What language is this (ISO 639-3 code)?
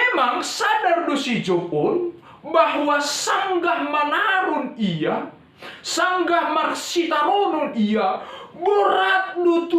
bts